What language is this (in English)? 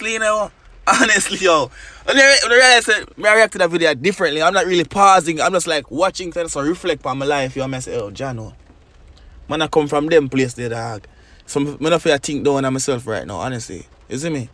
Jamaican Creole English